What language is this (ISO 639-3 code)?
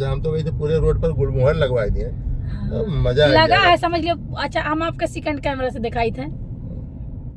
awa